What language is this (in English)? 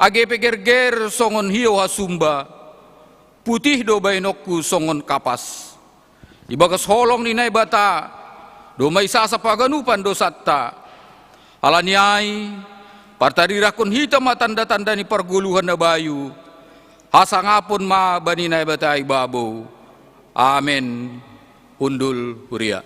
Batak Simalungun